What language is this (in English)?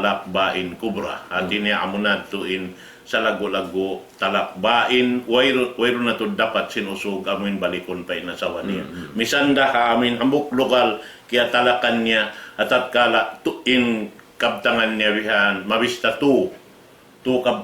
Tausug